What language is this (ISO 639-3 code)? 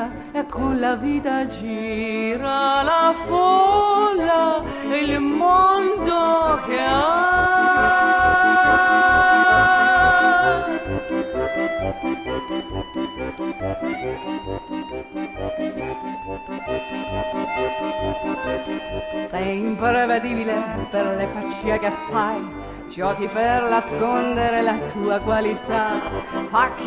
ell